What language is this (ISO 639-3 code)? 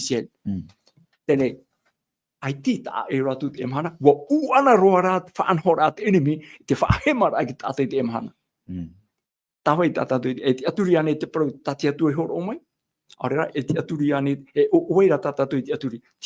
tah